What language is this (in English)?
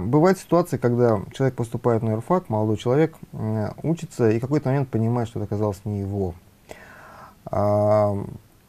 Russian